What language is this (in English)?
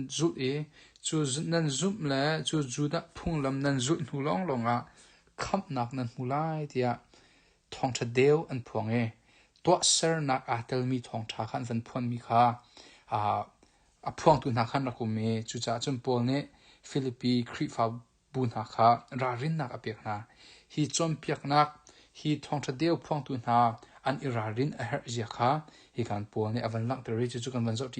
Hakha Chin